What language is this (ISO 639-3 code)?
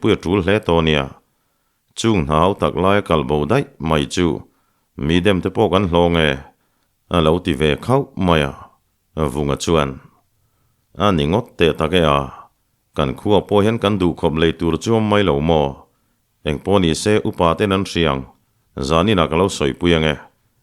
lus